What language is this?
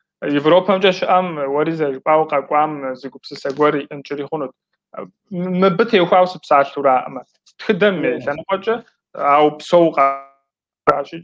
Kabardian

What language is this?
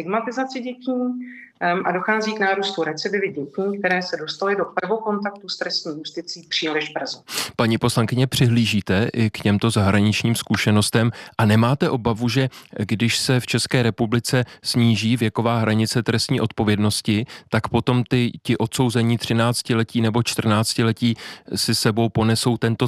Czech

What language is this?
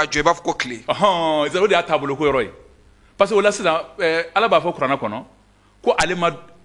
Bambara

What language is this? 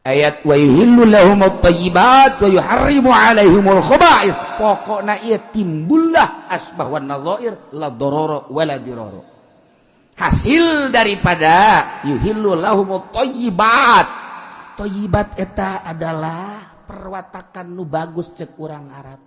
Sundanese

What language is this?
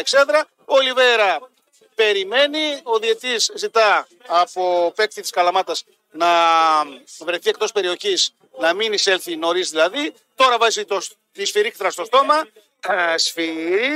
Greek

